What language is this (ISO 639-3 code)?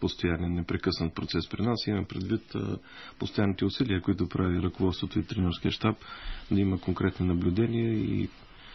bul